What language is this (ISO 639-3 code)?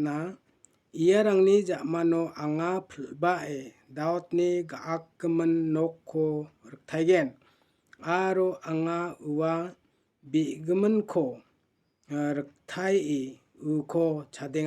grt